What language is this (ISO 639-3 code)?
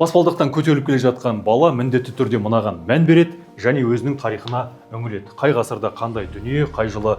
kaz